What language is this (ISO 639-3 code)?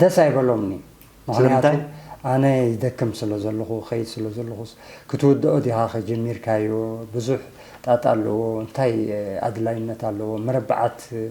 tir